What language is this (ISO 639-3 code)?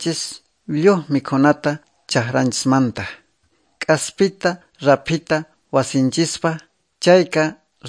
que